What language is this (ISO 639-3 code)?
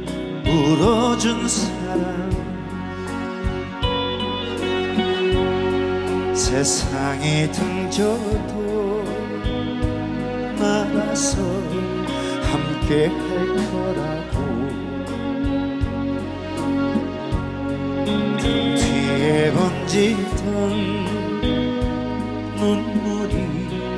kor